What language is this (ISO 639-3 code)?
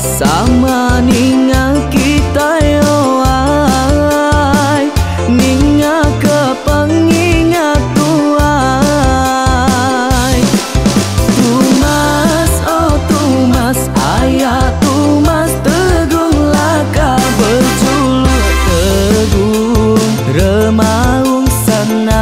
iba